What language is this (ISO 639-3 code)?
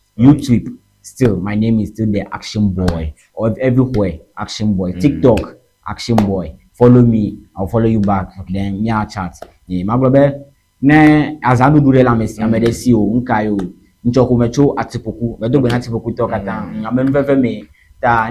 ewe